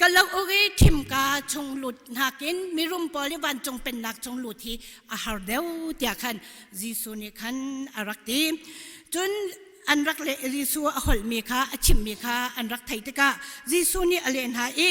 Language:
Hakha Chin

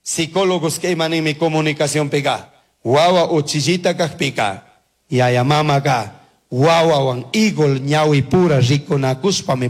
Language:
Chimborazo Highland Quichua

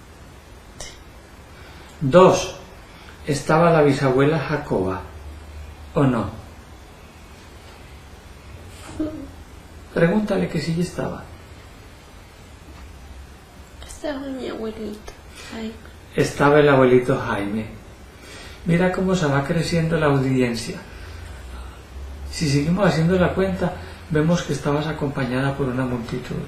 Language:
Spanish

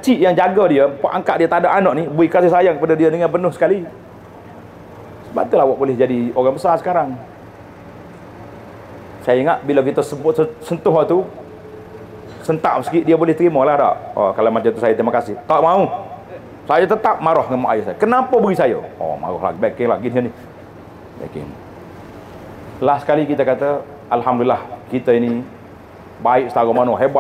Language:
Malay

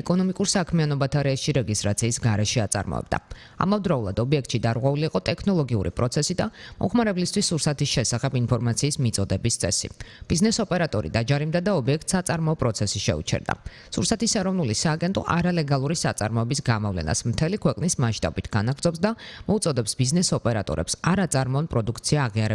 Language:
Georgian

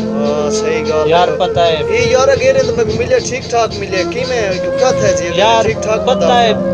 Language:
Saraiki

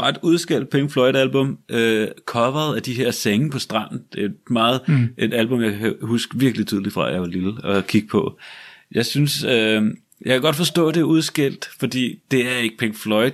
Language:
Danish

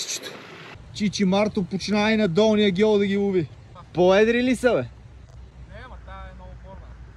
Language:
Bulgarian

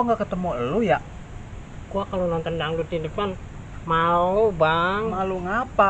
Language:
Betawi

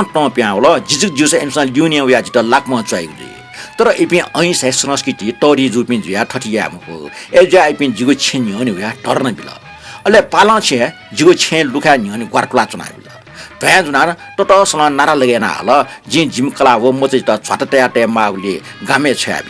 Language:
Newari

